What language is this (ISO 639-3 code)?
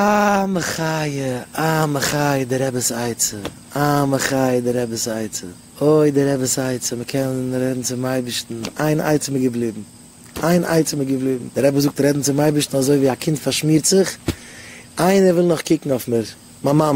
yid